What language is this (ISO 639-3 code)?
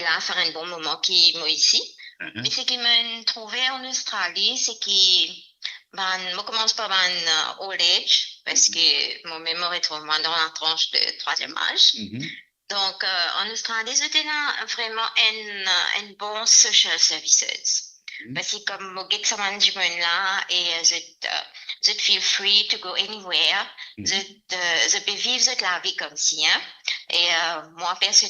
mfe